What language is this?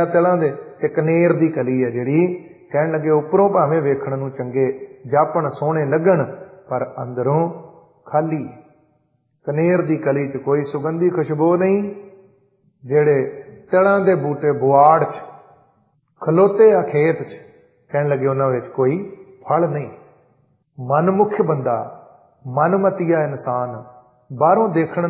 Punjabi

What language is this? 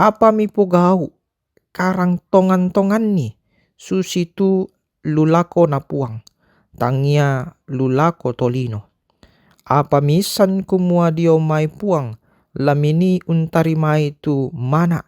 Toraja-Sa'dan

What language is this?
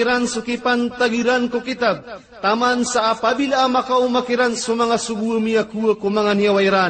Maranao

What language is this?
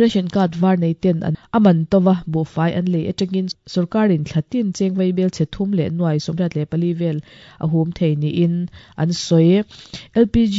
Mizo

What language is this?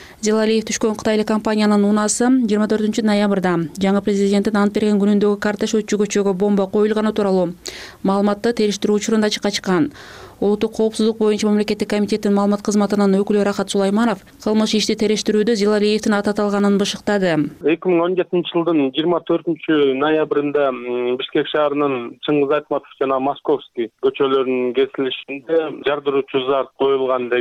Kyrgyz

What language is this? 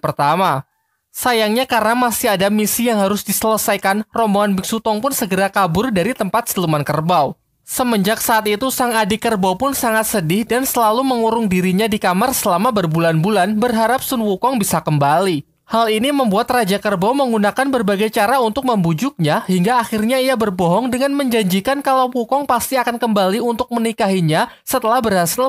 Indonesian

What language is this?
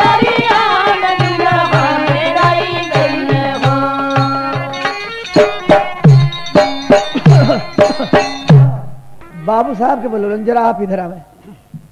Bhojpuri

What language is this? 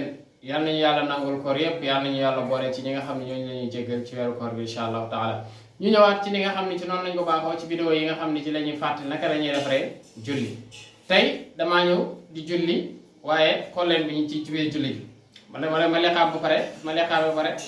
Wolof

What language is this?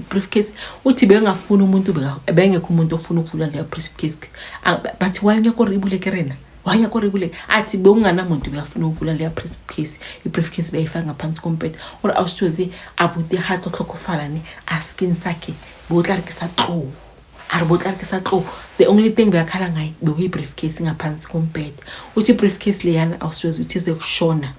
Zulu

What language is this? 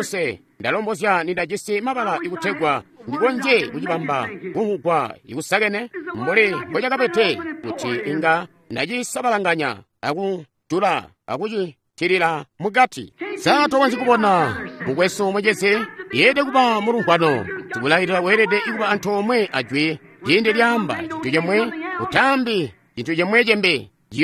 Tonga (Zambia)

